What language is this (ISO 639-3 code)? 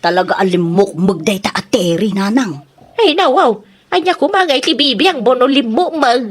ilo